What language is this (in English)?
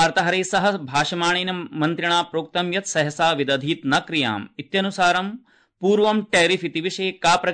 Sanskrit